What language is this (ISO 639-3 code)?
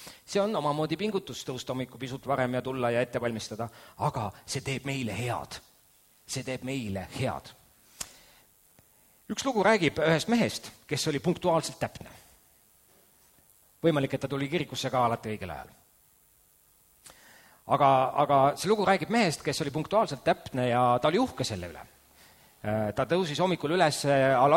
est